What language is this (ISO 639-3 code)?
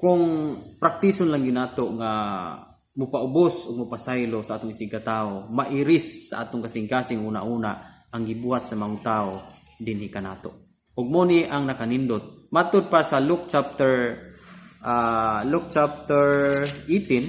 ceb